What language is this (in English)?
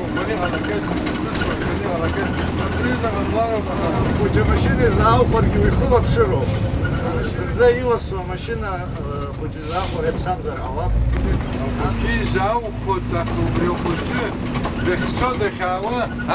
Abkhazian